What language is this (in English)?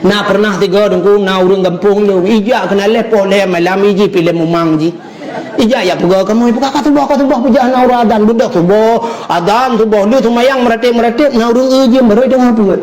Achinese